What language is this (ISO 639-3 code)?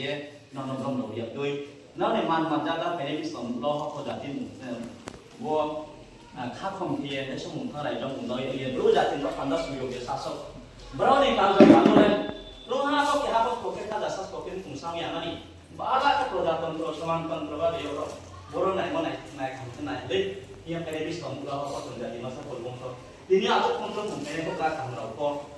ria